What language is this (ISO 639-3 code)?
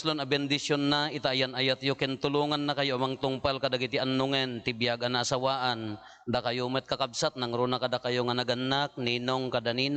ilo